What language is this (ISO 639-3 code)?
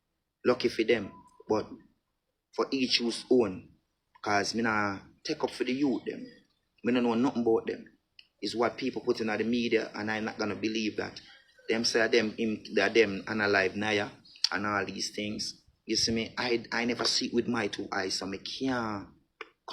jam